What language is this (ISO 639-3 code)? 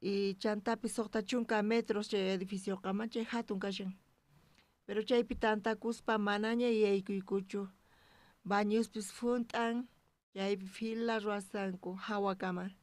quh